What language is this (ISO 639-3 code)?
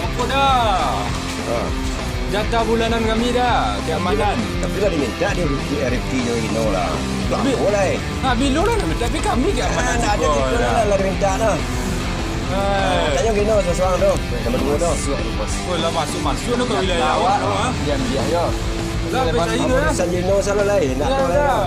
min